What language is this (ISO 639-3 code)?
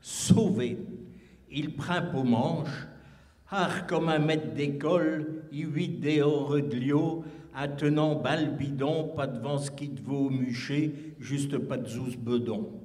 pcd